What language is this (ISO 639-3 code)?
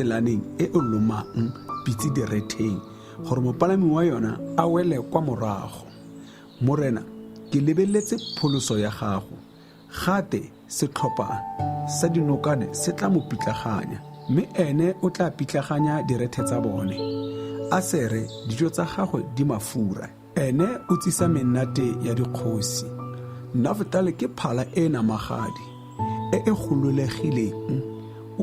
tsn